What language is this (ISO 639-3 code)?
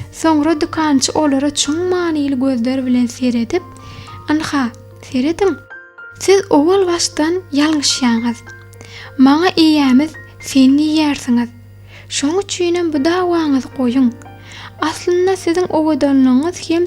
tuk